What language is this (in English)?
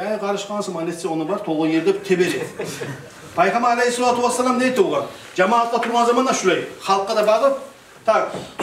Kumyk